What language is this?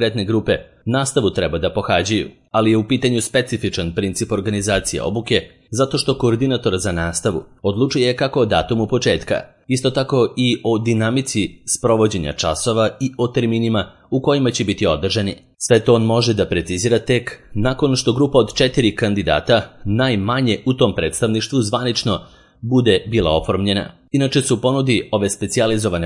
Serbian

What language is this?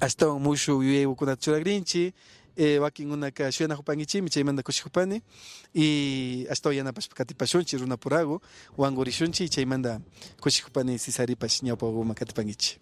Imbabura Highland Quichua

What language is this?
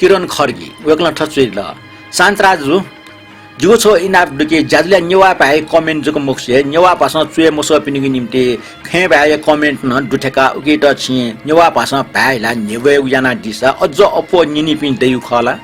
Newari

